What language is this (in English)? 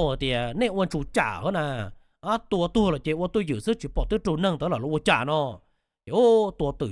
Hmong